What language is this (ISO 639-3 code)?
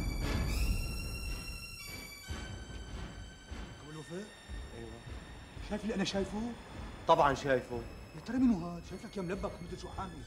apc